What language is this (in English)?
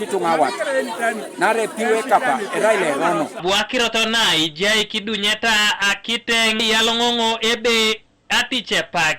Teso